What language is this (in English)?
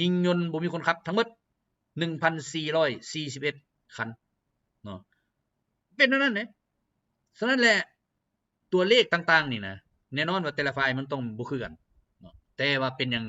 Lao